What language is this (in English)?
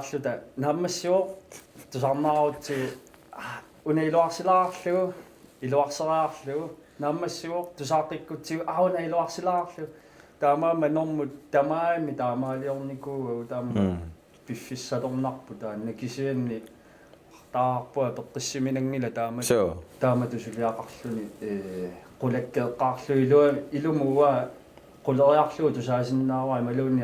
Kalaallisut